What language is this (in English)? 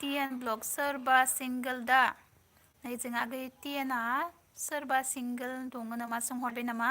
Bodo